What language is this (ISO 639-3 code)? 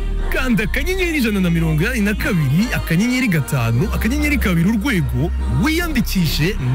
kin